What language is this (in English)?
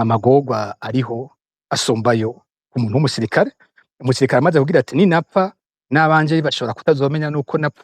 Rundi